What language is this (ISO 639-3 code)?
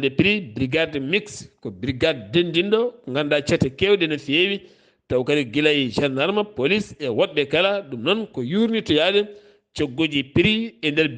ful